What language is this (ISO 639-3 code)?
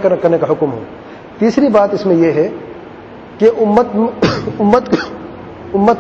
urd